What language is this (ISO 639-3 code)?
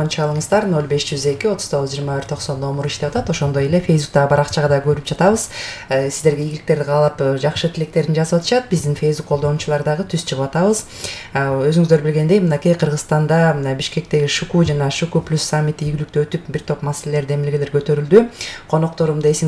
kir